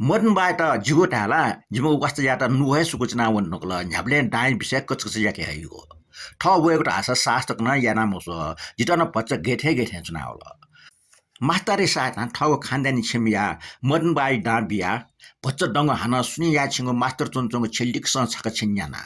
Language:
Newari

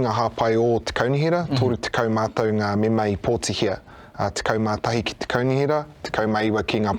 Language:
Māori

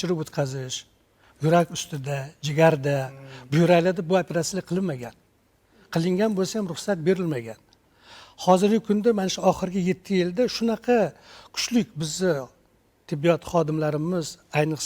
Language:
Uzbek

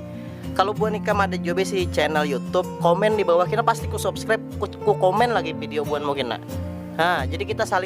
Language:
Banjar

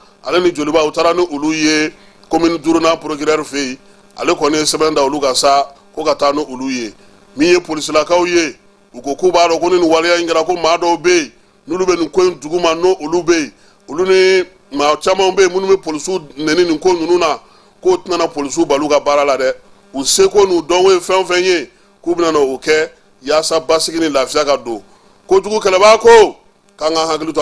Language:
Bambara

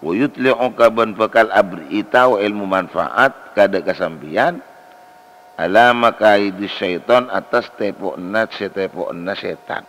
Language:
Madurese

